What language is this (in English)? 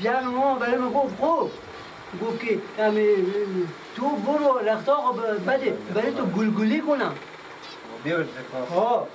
Persian